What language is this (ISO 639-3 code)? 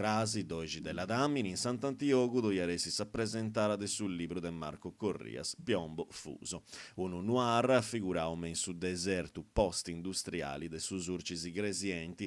srd